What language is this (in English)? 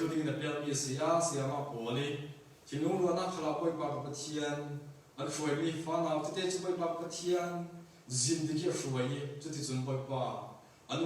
Hakha Chin